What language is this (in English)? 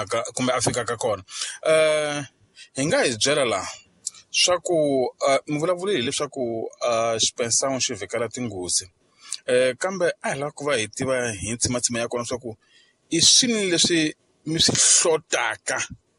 Tsonga